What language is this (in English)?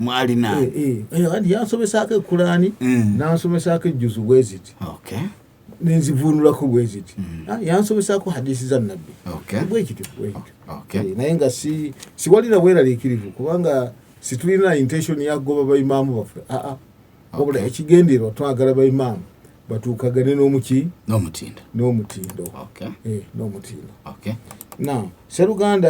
Ganda